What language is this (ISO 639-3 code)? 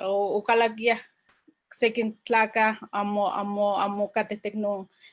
nhe